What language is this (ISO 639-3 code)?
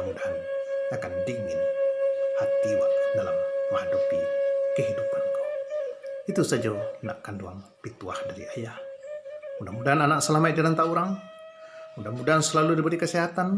min